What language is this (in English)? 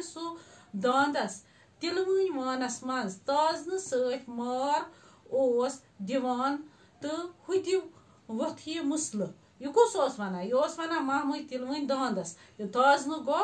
Kashmiri